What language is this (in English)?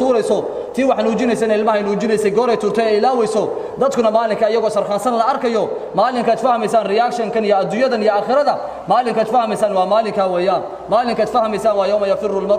Somali